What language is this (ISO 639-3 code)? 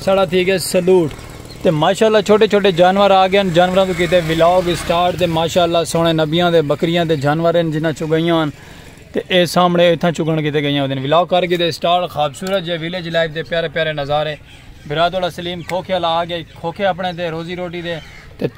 skr